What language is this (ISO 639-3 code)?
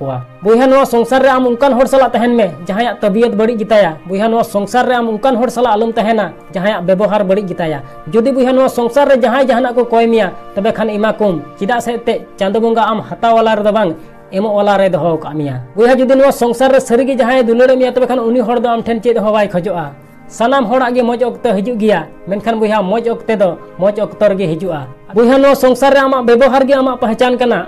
sat